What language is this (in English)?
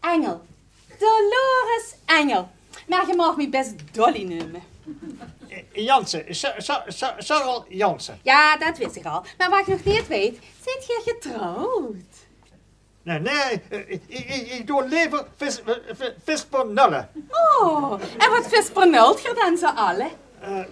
Limburgish